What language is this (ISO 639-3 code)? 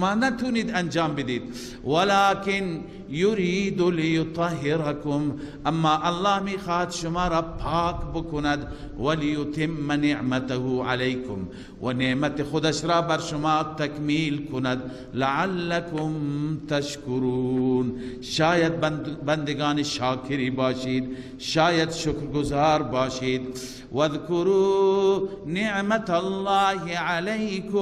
fas